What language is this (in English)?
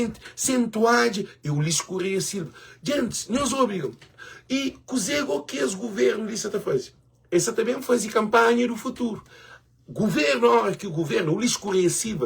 Kabuverdianu